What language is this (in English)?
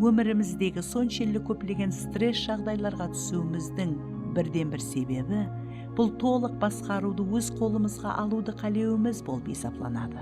Kara-Kalpak